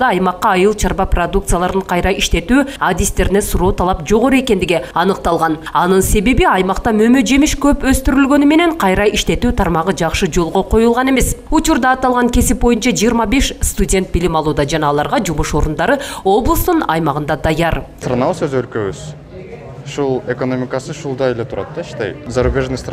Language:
Kyrgyz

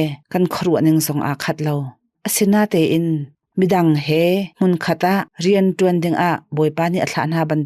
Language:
Hakha Chin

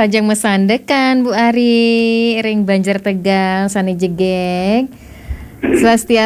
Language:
Balinese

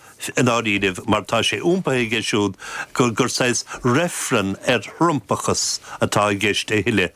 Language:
Irish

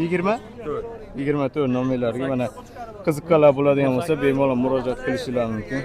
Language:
Uzbek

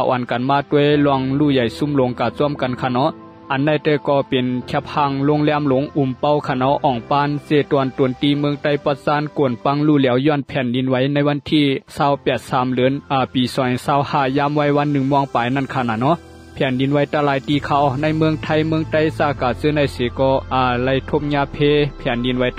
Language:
Shan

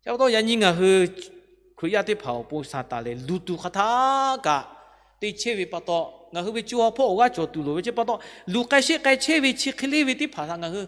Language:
Lahu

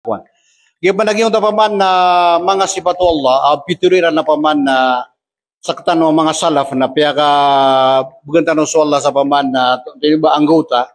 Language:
Maranao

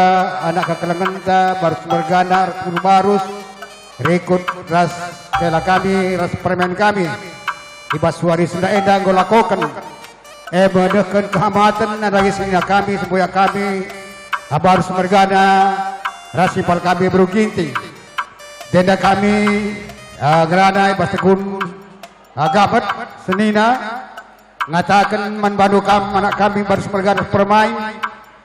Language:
Batak Karo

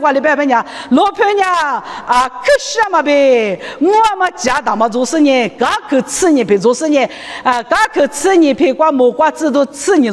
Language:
Lisu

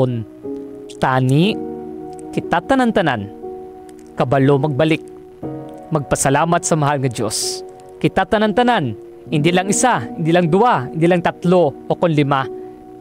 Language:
Hiligaynon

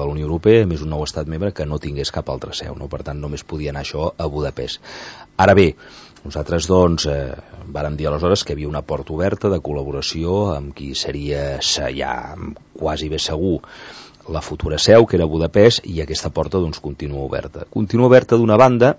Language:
Catalan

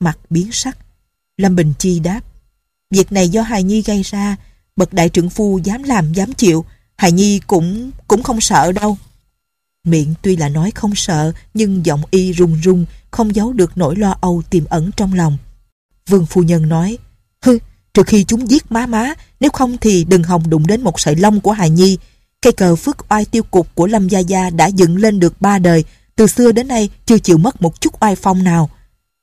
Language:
Vietnamese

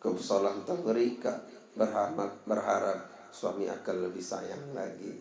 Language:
Sasak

